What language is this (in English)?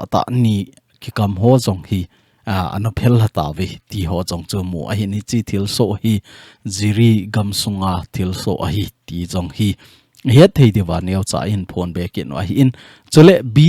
Thado Chin